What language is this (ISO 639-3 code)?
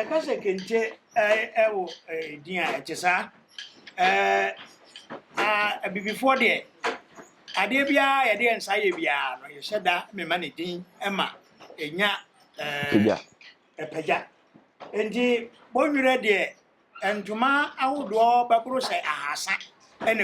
aka